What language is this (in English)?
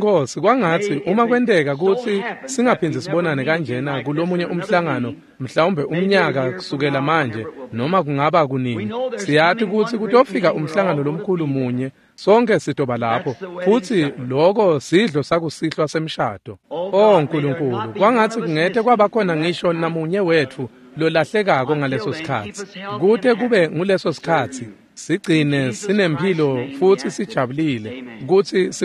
Swati